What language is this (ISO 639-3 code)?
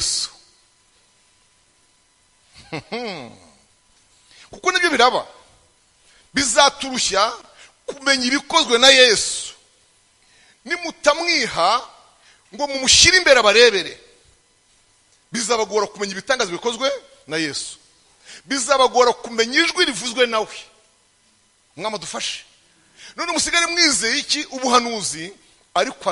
kin